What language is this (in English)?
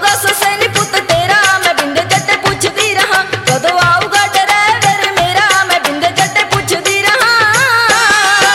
Punjabi